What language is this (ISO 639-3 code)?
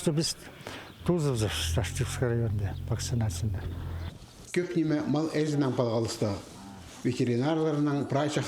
kjh